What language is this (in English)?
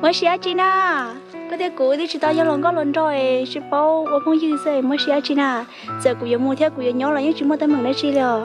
Hmong